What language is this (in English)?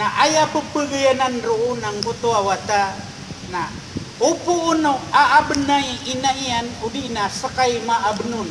Maranao